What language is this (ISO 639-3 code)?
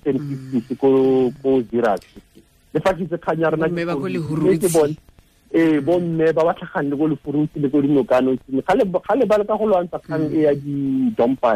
tsn